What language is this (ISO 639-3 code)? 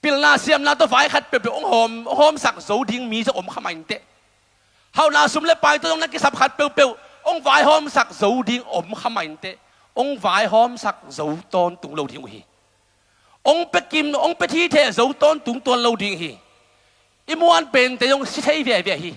ctd